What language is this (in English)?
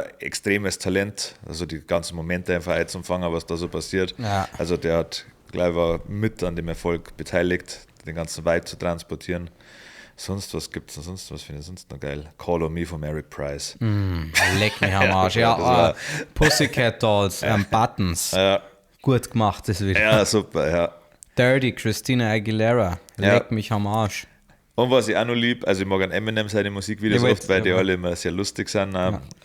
Bavarian